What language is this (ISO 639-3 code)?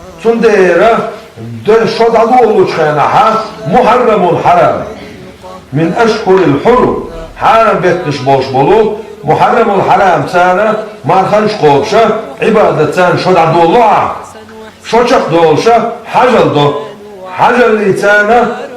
che